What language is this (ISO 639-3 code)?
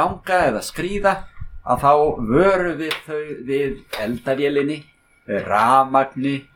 isl